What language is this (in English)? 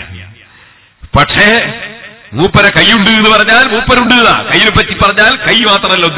Malayalam